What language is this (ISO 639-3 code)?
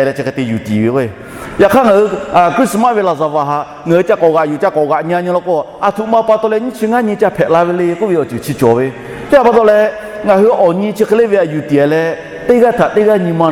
lhu